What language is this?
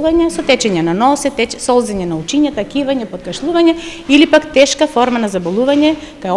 Macedonian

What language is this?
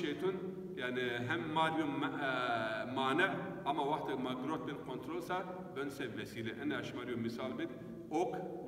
Zaza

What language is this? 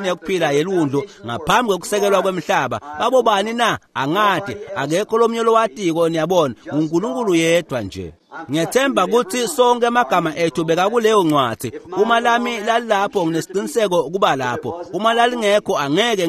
Swati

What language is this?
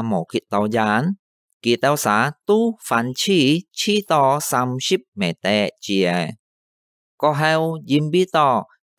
Hakka Chinese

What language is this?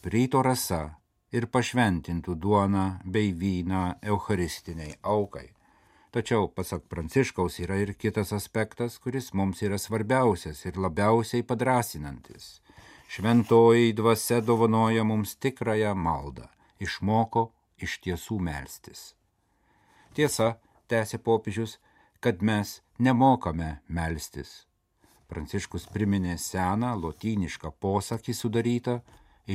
Lithuanian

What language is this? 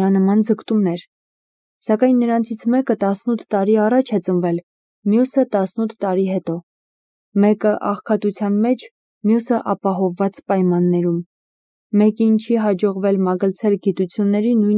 Armenian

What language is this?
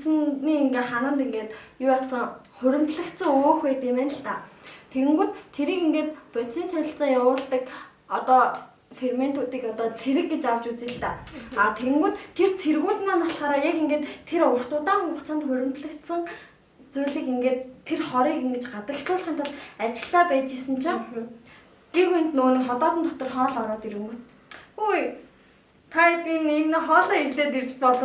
Mongolian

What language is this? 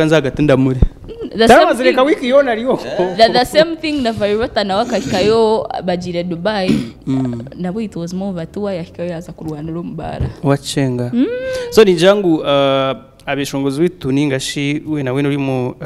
Nyankole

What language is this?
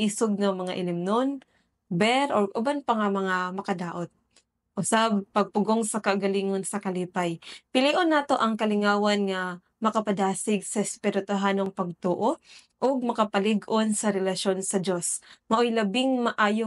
Cebuano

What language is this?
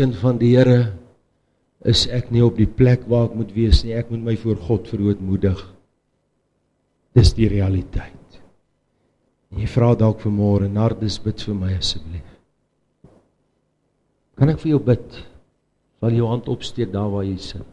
Afrikaans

